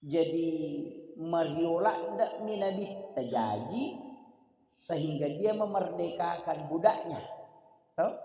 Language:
Buginese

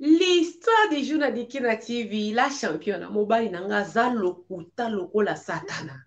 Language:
Lingala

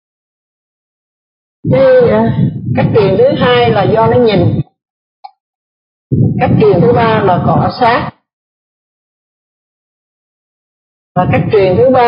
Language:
Vietnamese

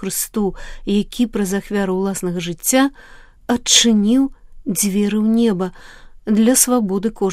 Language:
Belarusian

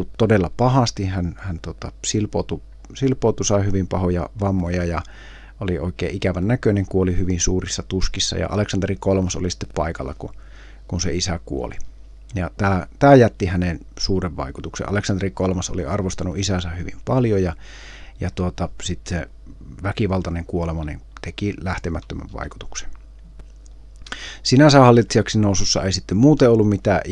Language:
Finnish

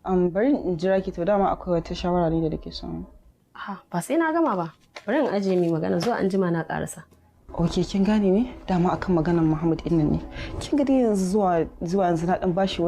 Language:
Hausa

